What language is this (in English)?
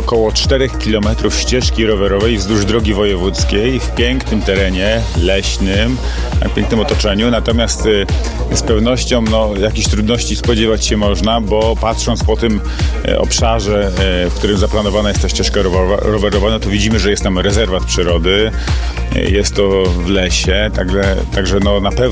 Polish